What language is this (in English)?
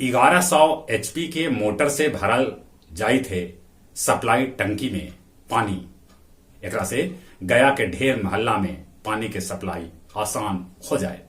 Magahi